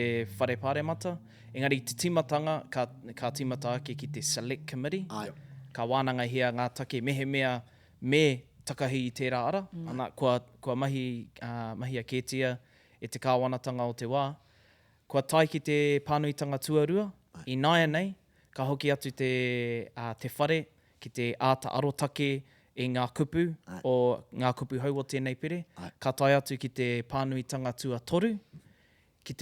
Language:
Māori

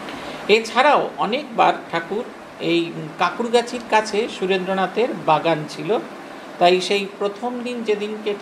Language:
Bangla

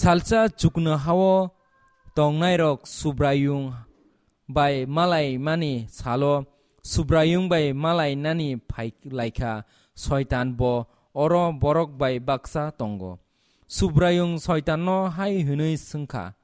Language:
Kok Borok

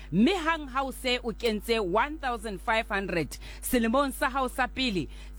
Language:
Southern Sotho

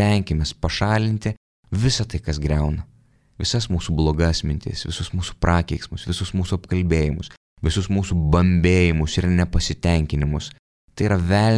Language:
Lithuanian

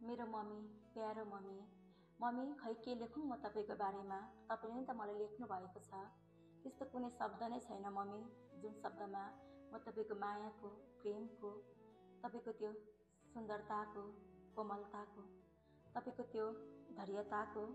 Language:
Nepali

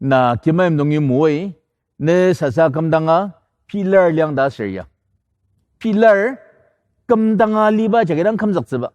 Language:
Ao Naga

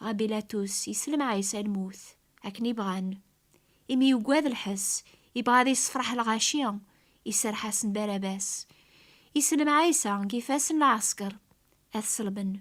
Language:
Kabyle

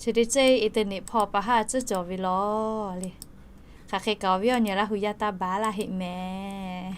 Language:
Lahu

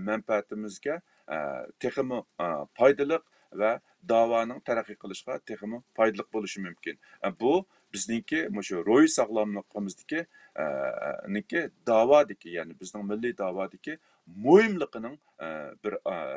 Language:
Uyghur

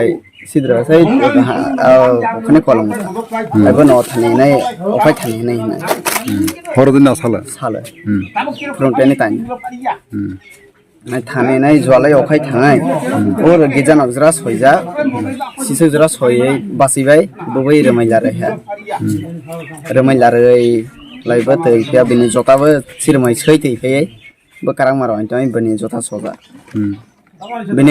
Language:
Kok Borok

